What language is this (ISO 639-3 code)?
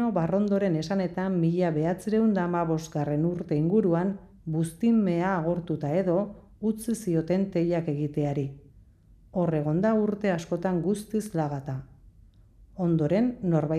eus